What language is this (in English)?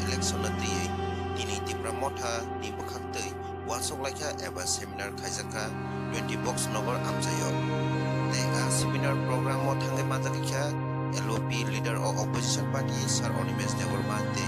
Kok Borok